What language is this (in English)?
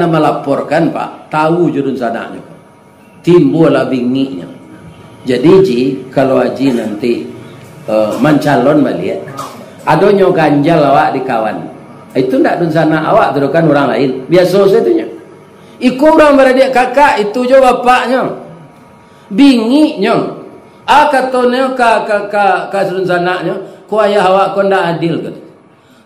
Minangkabau